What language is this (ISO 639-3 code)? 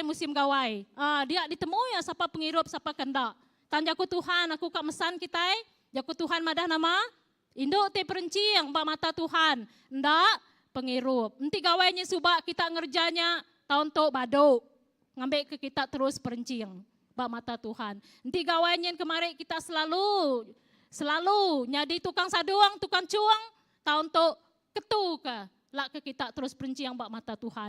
iba